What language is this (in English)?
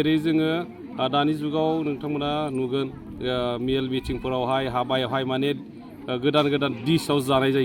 Bodo